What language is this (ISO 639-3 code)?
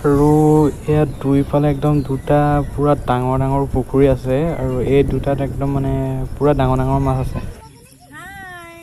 asm